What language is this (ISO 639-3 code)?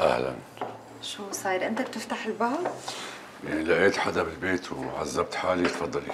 apc